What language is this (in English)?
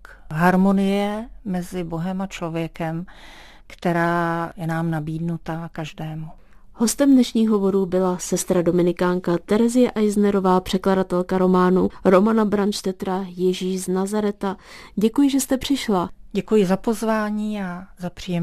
Czech